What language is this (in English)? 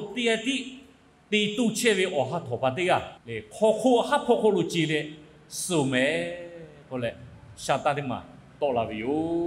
Lahu